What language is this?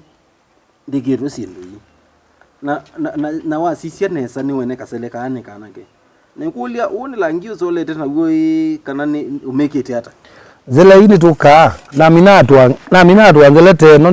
Kamba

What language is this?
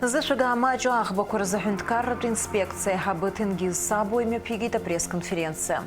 Abkhazian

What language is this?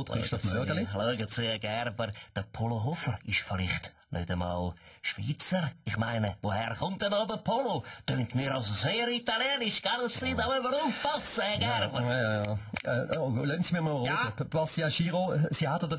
Swiss German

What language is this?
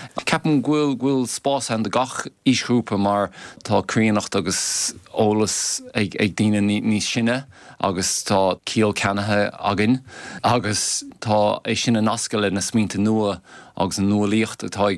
Irish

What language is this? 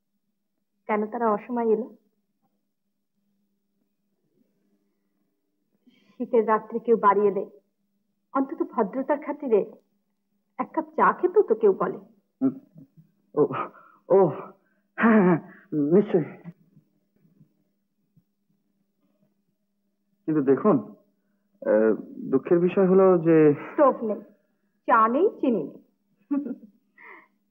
Bangla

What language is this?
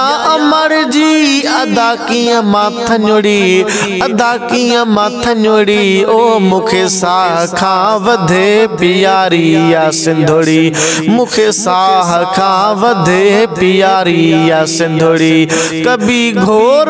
Sindhi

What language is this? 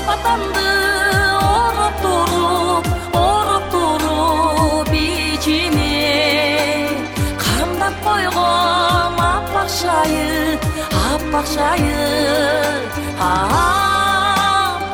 Kyrgyz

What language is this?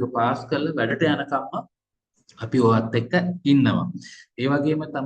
Sinhala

